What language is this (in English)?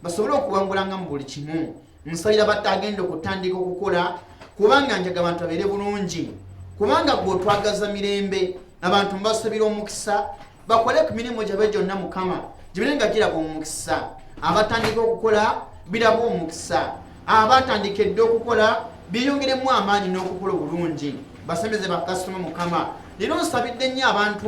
Ganda